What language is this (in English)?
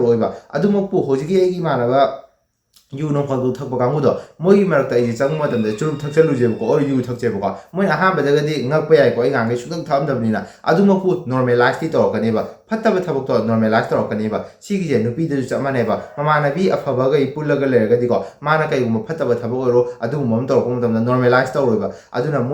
Manipuri